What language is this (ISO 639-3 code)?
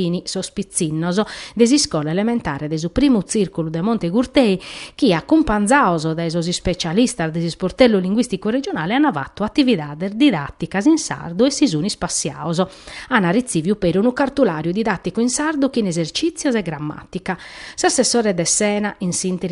srd